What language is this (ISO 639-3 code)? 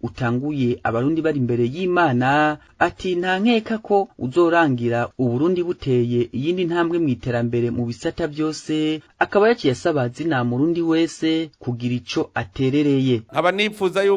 run